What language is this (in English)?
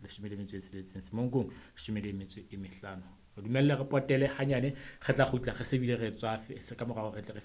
Southern Sotho